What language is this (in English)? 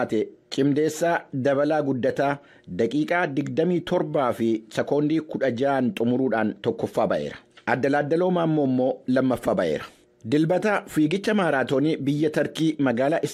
Oromo